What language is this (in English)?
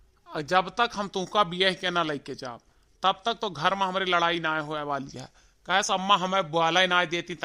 Awadhi